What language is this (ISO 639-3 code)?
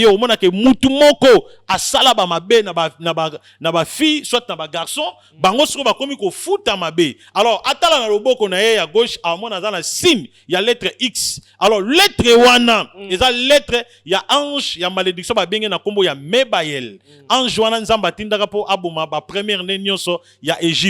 lin